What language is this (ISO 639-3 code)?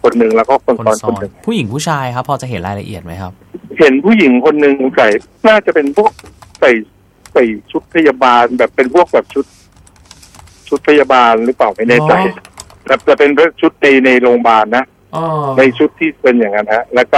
tha